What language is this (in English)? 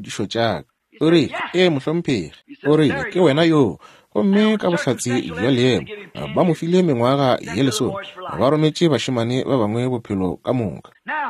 Northern Sotho